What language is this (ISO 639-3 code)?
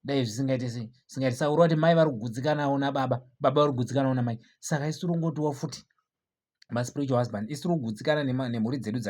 sna